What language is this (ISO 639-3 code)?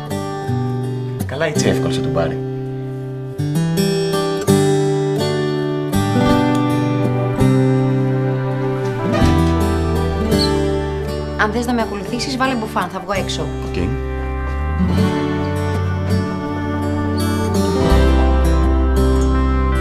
ell